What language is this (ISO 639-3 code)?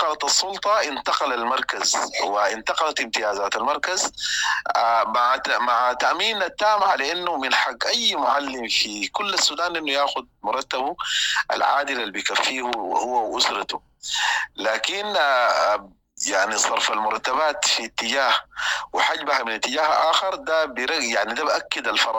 apd